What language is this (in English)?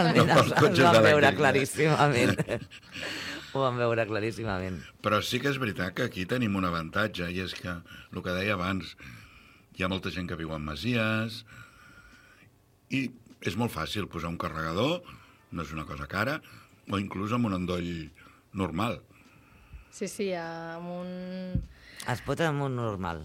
Catalan